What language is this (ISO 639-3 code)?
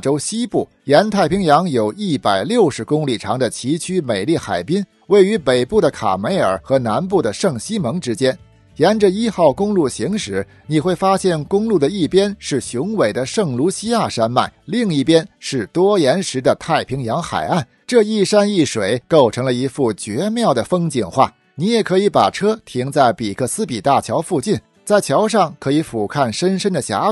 zho